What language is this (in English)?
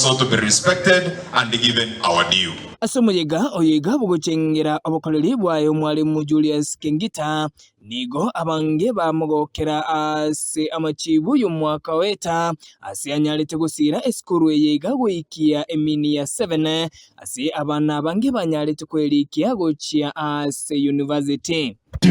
Gusii